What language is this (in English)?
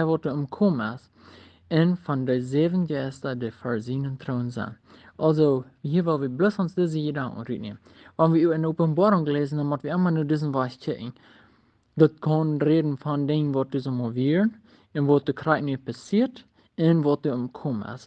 Plautdietsch